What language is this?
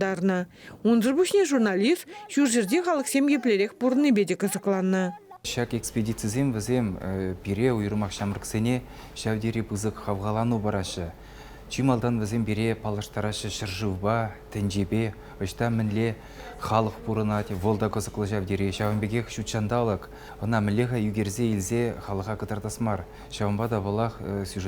Chuvash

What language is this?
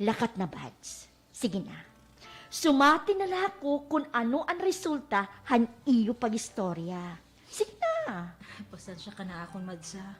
Waray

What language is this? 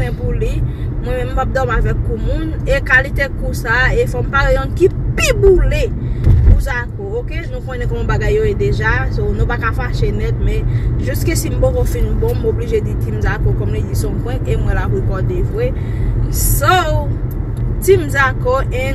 Haitian Creole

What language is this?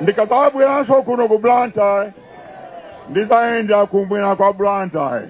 Nyanja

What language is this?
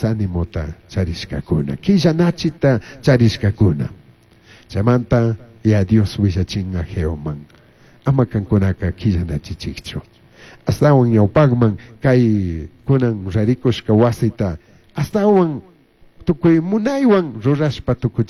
Chimborazo Highland Quichua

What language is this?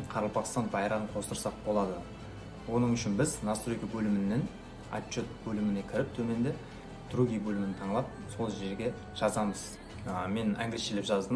Kara-Kalpak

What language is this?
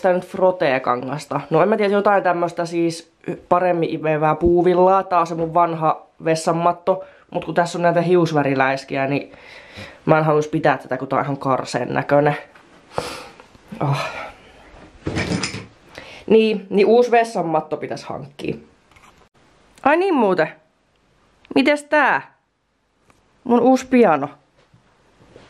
Finnish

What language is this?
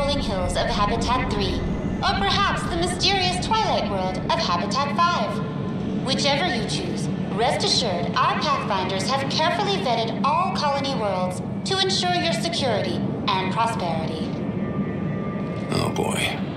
English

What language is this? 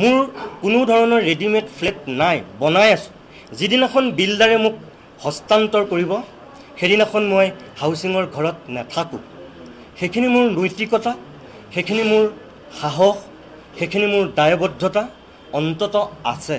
Assamese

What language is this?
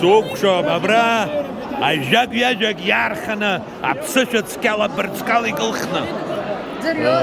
Abkhazian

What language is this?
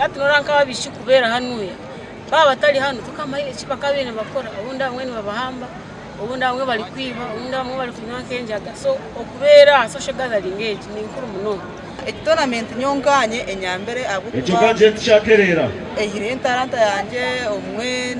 Nyankole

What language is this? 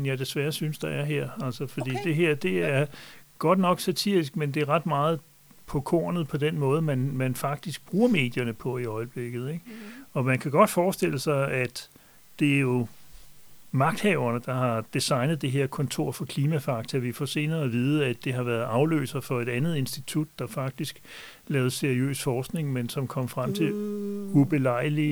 Danish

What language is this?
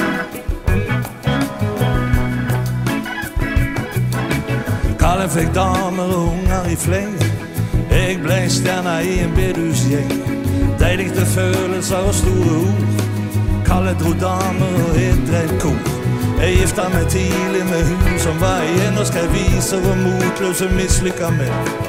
Norwegian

